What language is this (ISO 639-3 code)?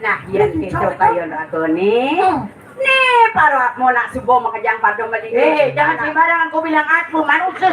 ban